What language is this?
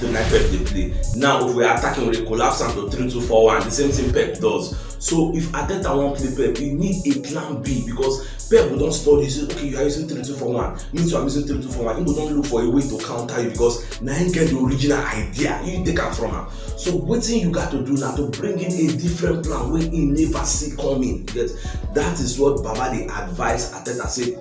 Nigerian Pidgin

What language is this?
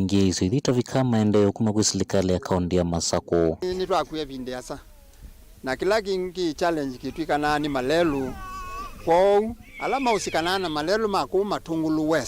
Kamba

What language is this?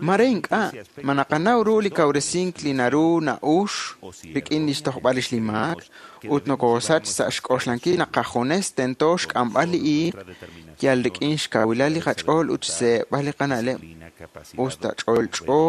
Kekchí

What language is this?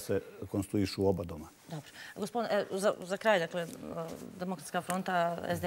Bosnian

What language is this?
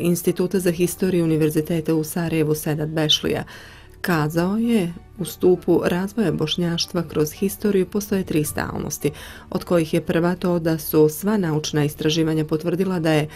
Bosnian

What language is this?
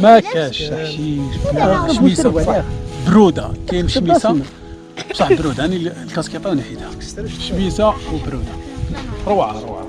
Algerian Arabic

